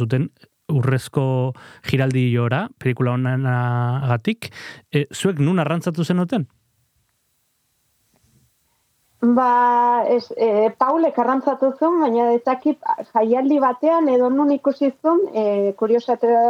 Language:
Basque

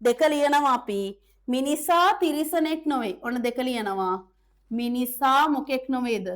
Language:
Sinhala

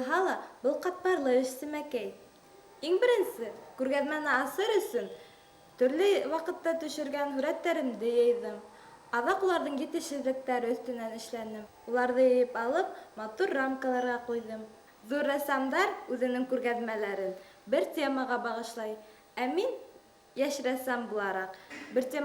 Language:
Bashkir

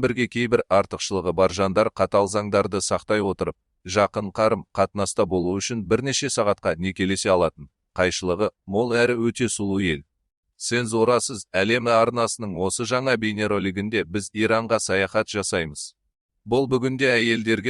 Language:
Kazakh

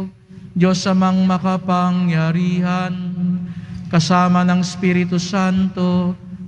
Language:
Filipino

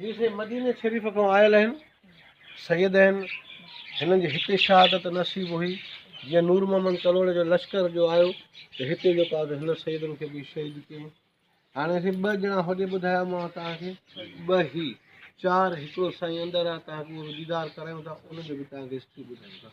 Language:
Sindhi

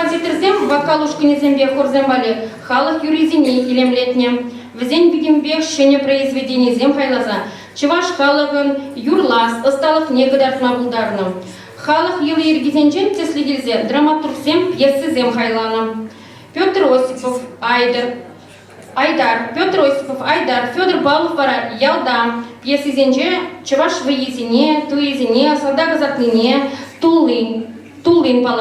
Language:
Chuvash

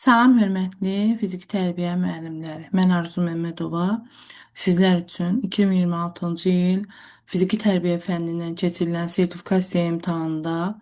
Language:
Azerbaijani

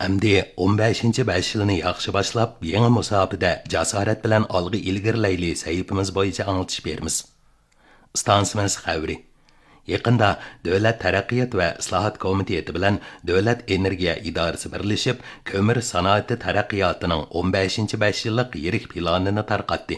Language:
Uyghur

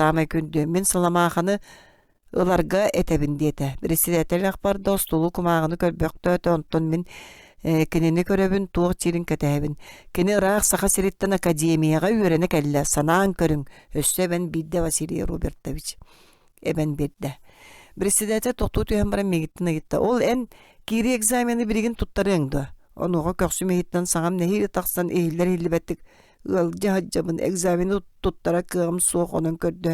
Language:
Yakut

